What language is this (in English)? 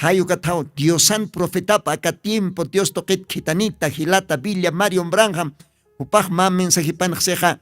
Aymara